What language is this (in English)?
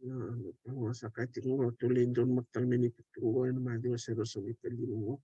Fijian